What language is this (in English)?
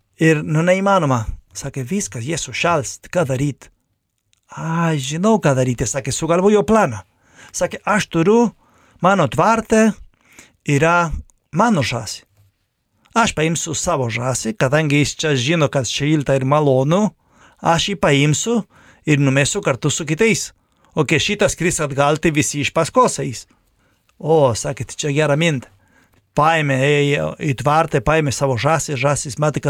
Lithuanian